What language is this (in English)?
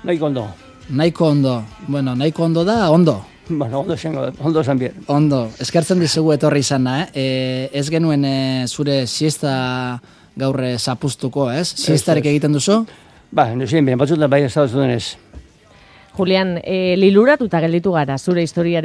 Basque